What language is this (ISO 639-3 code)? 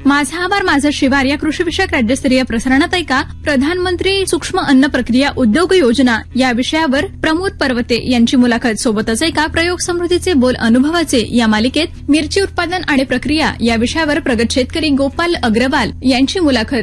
mar